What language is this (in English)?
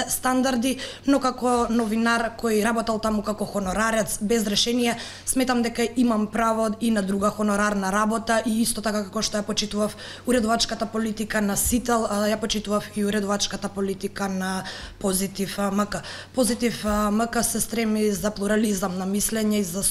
Macedonian